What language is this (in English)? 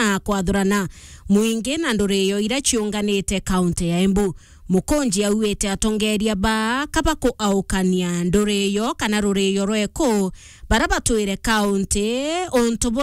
Meru